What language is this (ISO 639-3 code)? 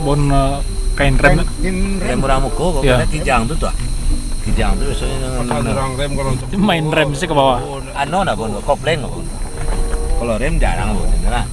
min